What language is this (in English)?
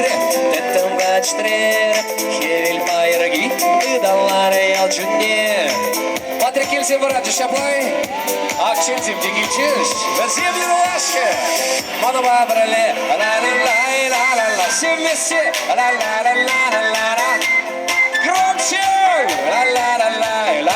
Chuvash